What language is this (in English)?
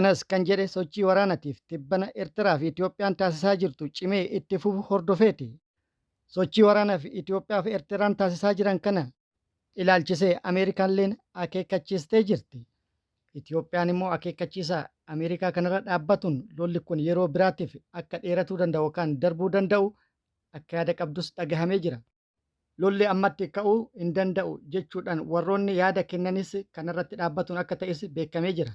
Oromo